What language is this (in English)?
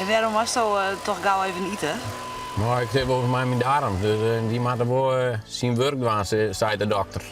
Western Frisian